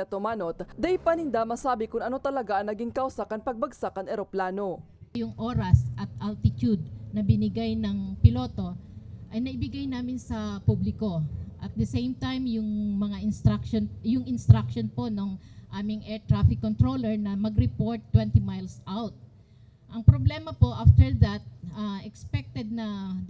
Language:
Bikol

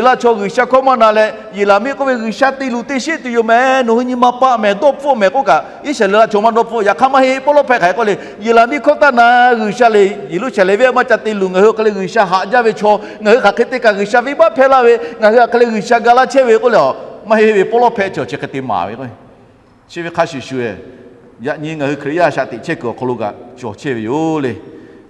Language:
Lahu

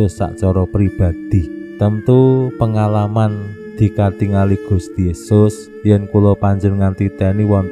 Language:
Javanese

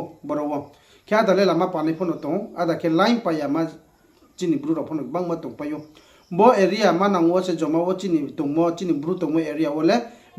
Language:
Riang (India)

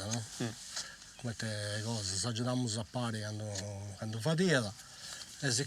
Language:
Sardinian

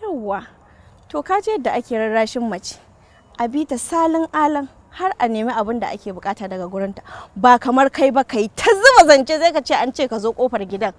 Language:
Hausa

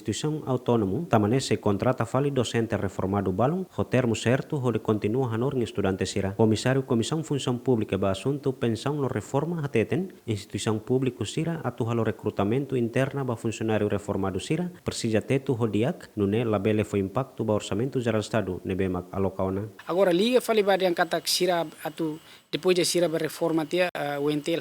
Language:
Tetum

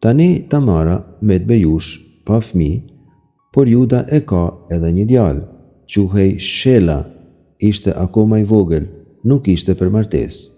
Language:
Albanian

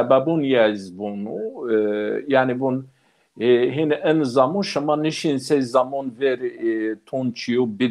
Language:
Zaza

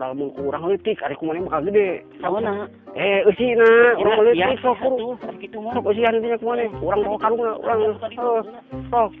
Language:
Sundanese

